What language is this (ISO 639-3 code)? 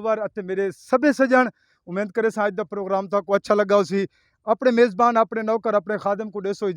skr